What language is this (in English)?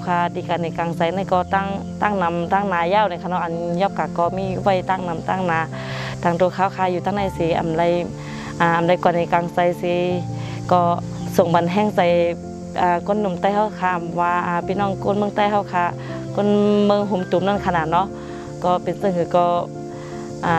Shan